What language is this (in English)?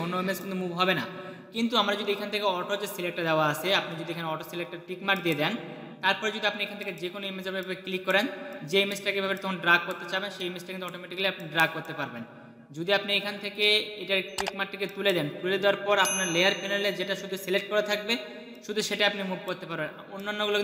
Bangla